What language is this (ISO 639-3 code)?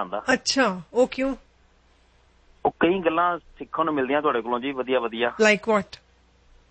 pan